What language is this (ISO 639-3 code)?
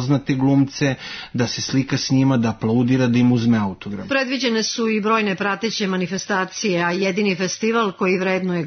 srp